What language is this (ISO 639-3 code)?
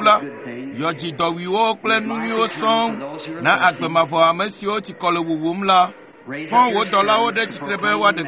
ewe